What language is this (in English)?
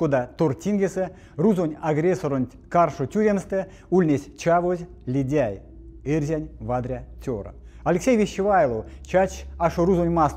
Erzya